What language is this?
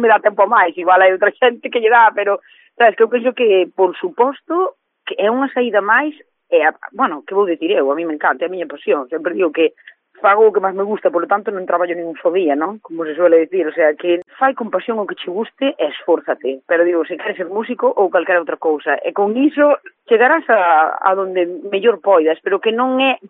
Galician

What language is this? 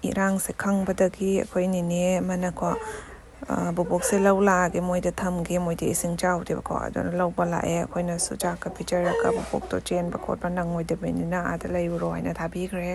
Manipuri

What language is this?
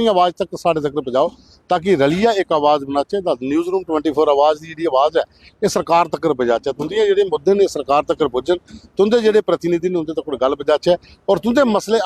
Dogri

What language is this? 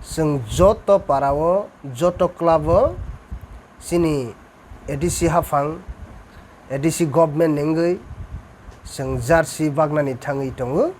Kok Borok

